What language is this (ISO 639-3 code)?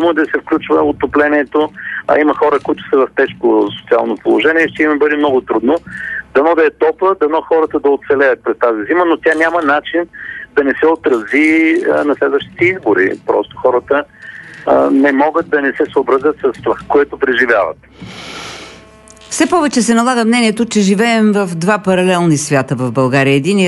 bul